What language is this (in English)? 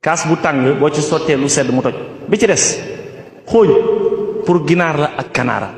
Wolof